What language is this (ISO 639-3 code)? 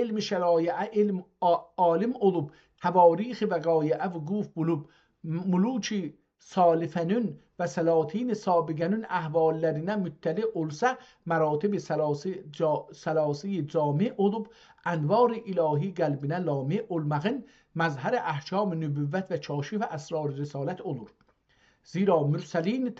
azb